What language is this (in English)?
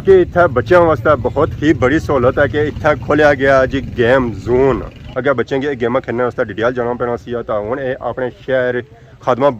Pahari-Potwari